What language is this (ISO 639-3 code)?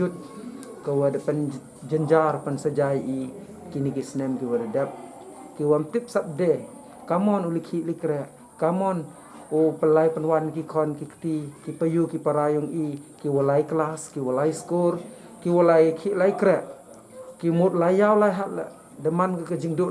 pbv